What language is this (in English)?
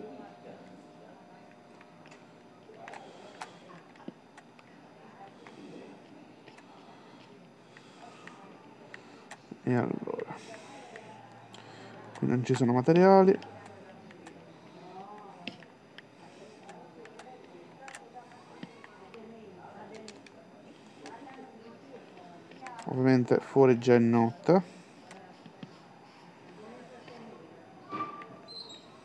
Italian